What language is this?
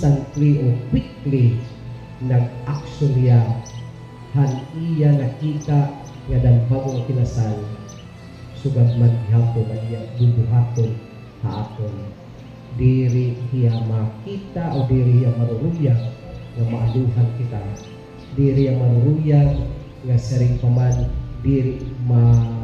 Waray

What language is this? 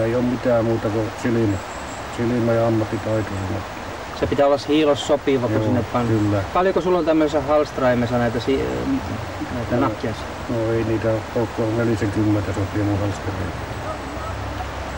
Finnish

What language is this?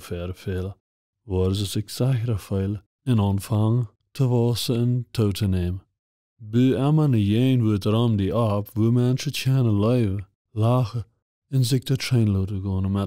Plautdietsch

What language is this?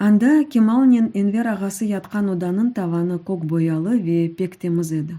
Crimean Tatar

